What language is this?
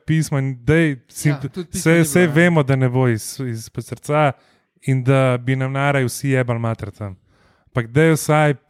Slovenian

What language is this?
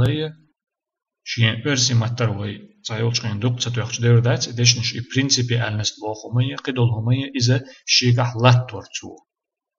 Chechen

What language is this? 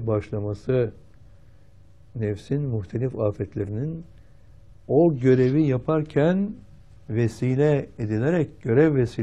Turkish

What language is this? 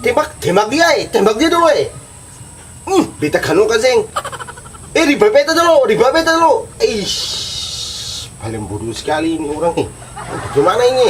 Ambonese Malay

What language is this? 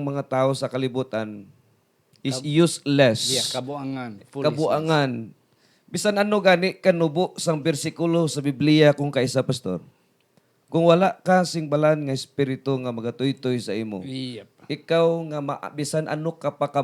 Hiligaynon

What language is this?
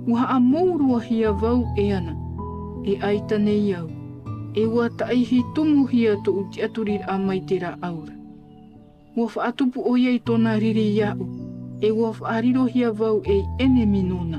Tahitian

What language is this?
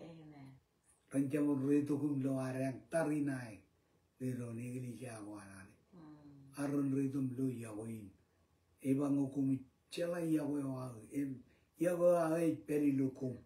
Marshallese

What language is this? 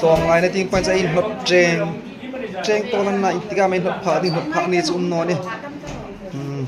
Hmar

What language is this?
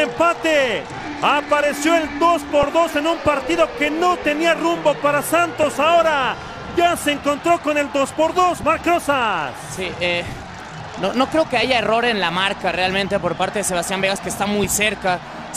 Spanish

